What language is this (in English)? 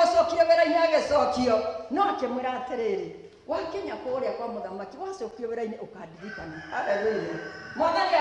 Kikuyu